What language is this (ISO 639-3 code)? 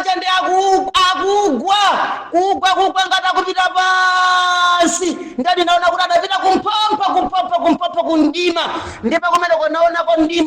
nya